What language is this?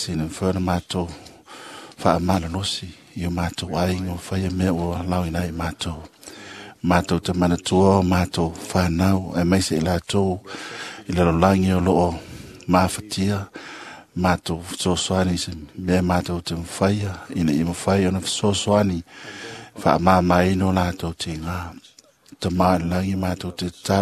Samoan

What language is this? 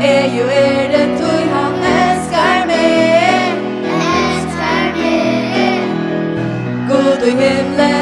Faroese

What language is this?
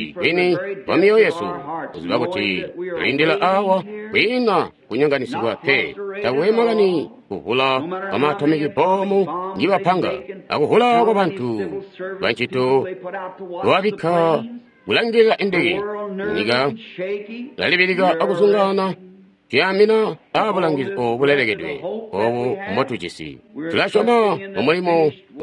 Tonga (Zambia)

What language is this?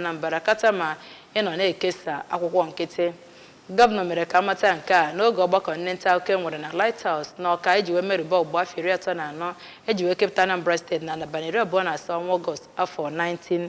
Igbo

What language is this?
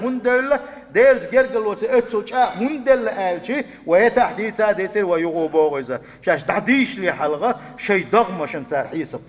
Chechen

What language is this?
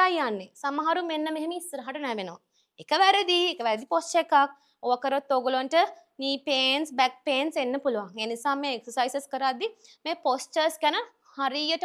Sinhala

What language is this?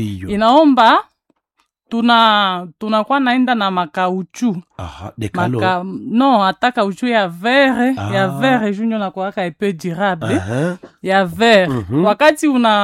Swahili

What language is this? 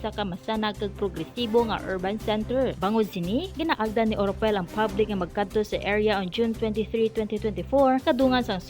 Hiligaynon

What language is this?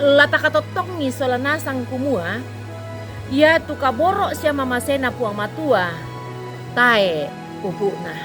Toraja-Sa'dan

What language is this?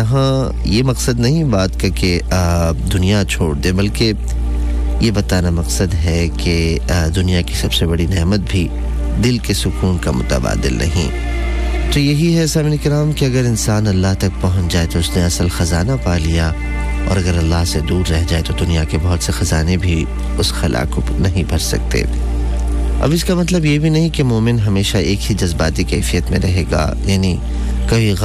Urdu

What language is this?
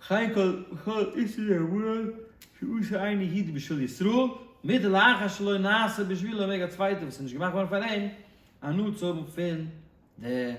Yiddish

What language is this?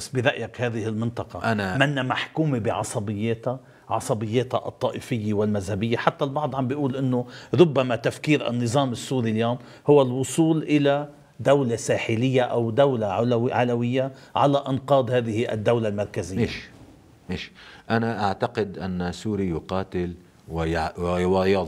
North Levantine Arabic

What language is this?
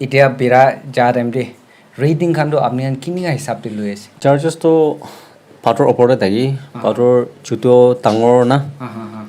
Naga Pidgin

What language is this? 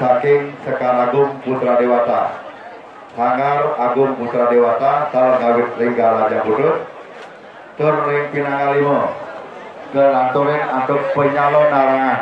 Balinese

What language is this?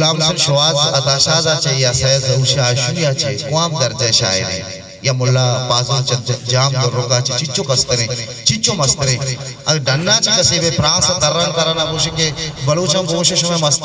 Eastern Balochi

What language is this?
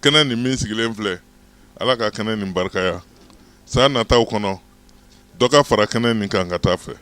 Bambara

